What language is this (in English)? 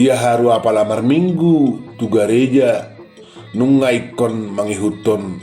Batak Toba